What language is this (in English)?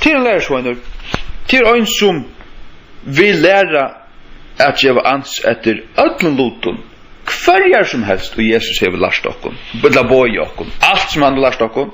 Faroese